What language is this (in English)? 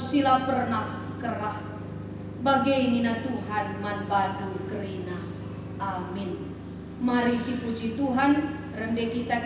Batak Karo